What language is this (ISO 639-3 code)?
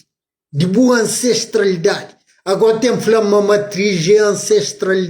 kea